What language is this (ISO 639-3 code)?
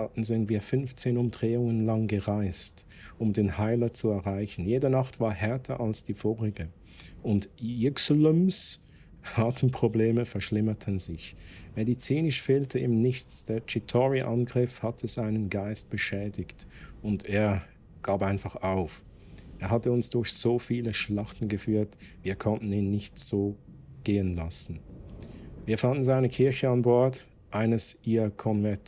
gsw